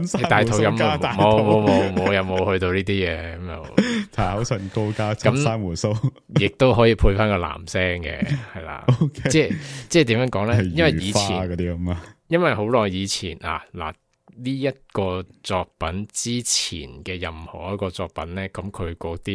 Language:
Cantonese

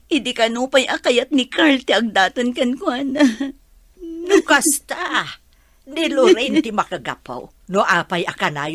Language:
Iloko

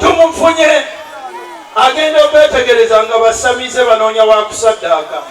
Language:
Ganda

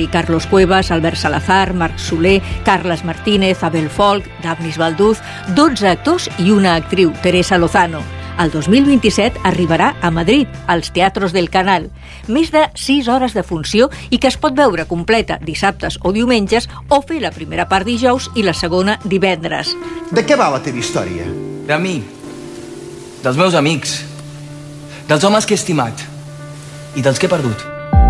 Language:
Catalan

